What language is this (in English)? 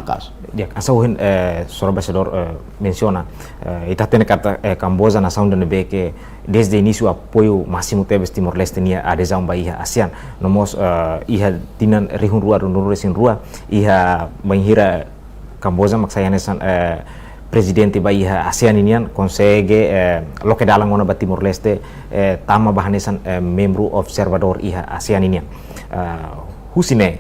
Tetum